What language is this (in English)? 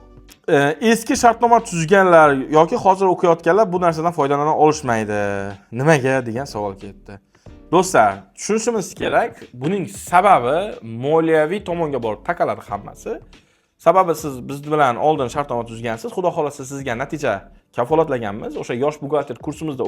Uzbek